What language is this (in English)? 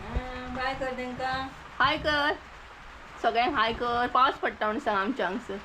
Konkani